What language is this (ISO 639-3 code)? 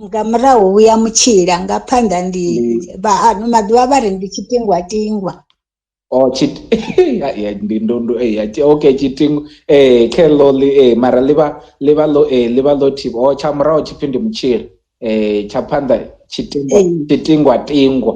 ven